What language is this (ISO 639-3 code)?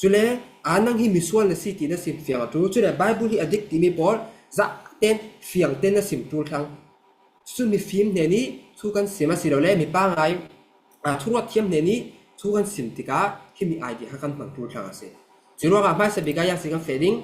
cfm